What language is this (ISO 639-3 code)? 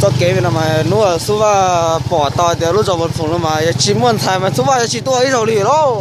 hmn